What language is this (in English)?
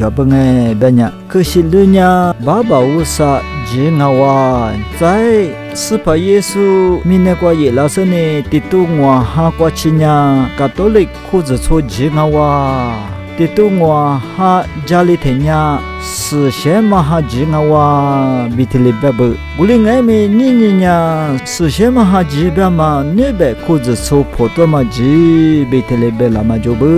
Lisu